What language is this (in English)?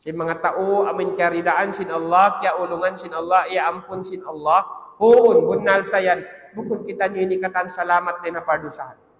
Tausug